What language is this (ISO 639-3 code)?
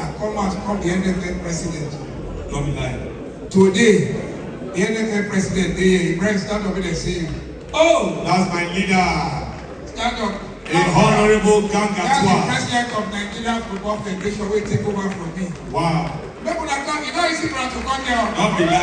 pcm